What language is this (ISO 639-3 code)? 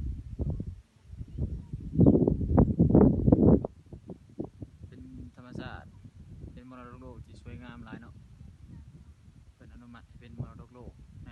lao